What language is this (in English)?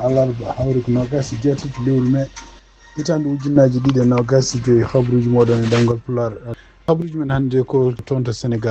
Fula